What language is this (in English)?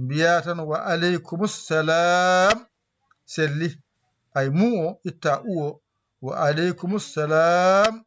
Fula